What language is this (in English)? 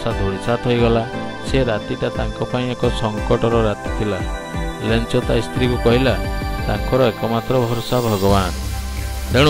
Odia